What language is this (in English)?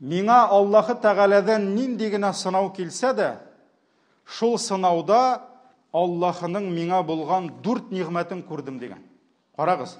Tatar